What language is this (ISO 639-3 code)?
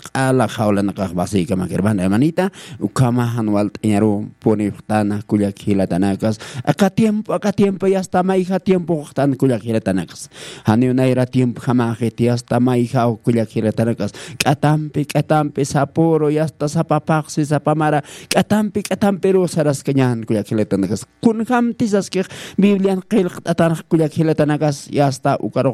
aym